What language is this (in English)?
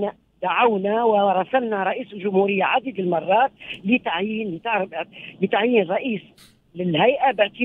Tunisian Arabic